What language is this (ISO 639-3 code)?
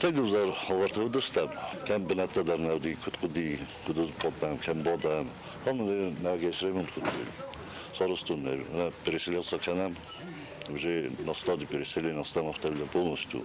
oss